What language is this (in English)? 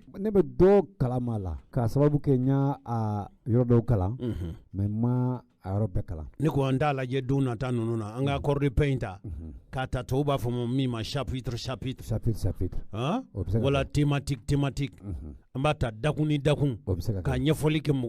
Bambara